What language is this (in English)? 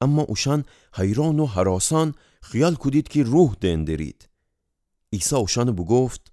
Gilaki